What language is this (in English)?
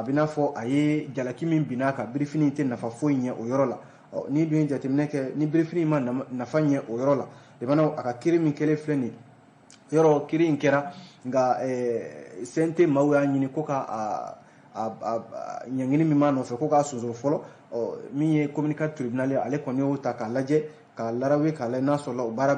Bambara